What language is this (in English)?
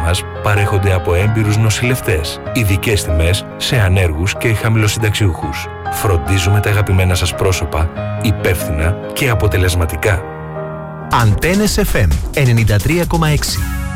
Greek